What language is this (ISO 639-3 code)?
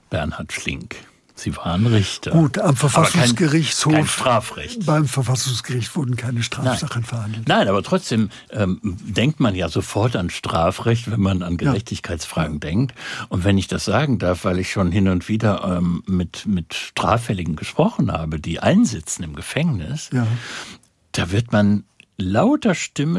deu